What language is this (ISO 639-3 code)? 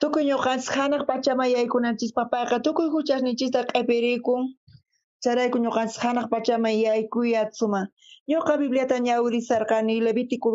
quh